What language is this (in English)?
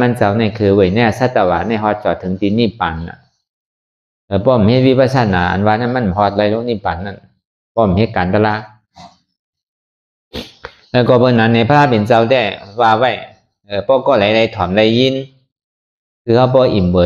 Shan